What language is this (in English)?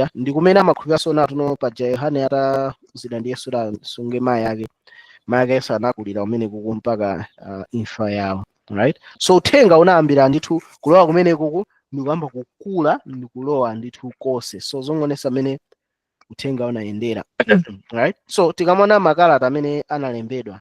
Nyanja